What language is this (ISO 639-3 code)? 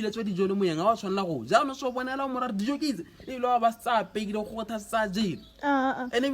tsn